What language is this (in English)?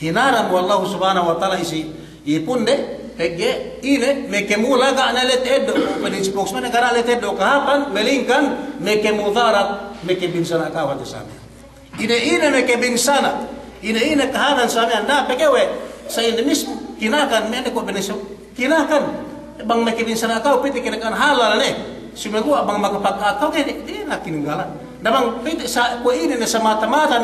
Yakan